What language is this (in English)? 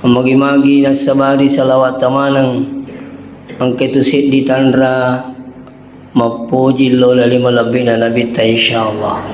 Buginese